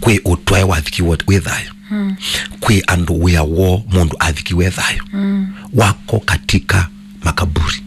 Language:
Kamba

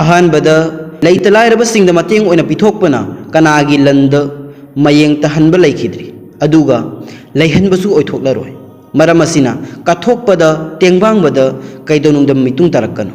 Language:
Manipuri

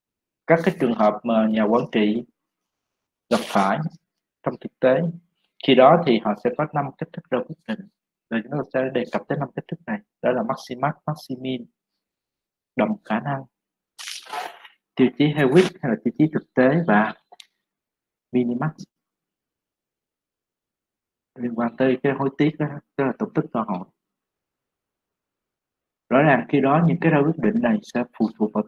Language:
Vietnamese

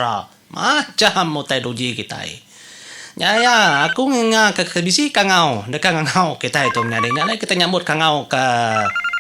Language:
Iban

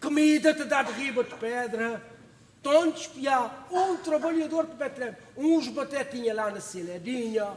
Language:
Kabuverdianu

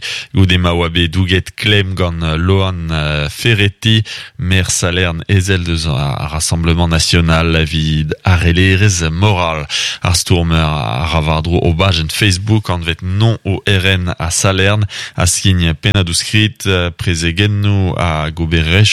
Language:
Breton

